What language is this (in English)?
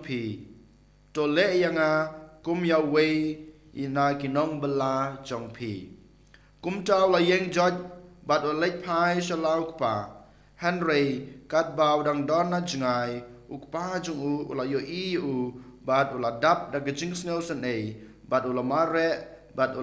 Khasi